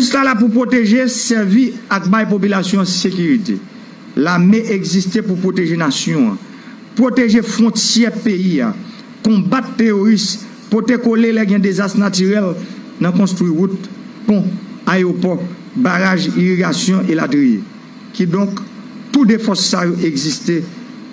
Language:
Haitian Creole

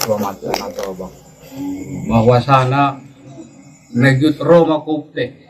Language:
Batak Angkola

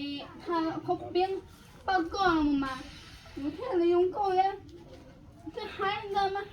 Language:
Hmong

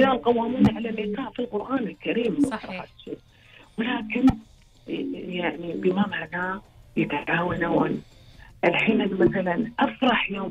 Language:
Gulf Arabic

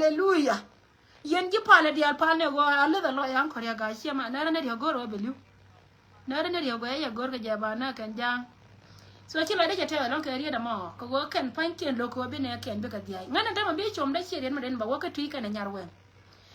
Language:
Nuer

